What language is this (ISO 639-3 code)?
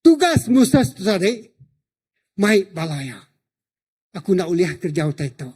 iba